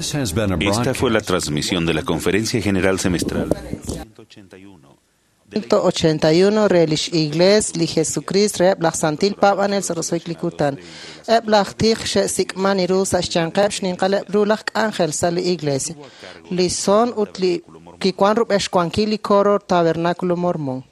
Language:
Kekchí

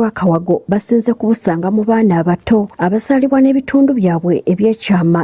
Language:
Ganda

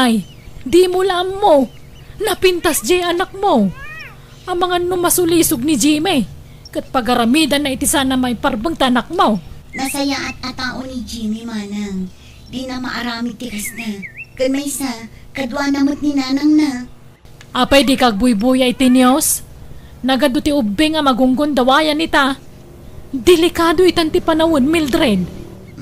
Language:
Iloko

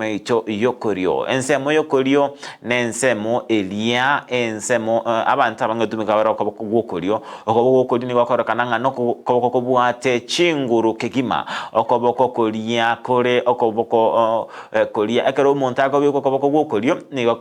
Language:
Gusii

